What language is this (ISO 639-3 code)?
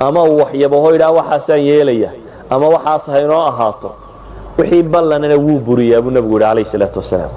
som